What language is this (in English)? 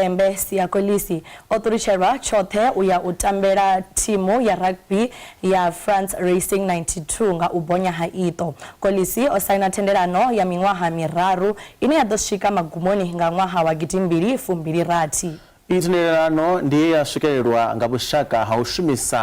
Venda